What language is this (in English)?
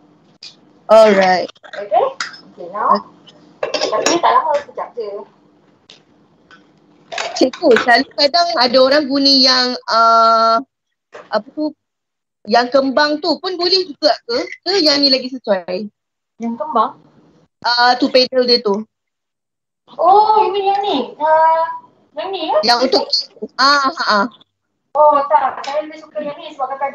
Malay